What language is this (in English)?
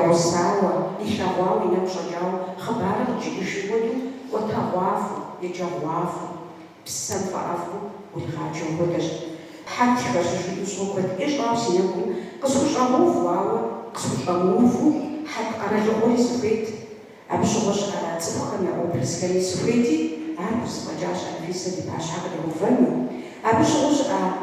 Kabardian